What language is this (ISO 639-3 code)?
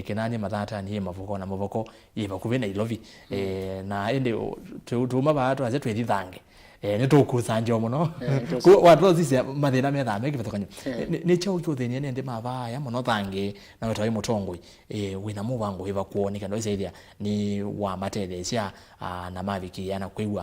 kam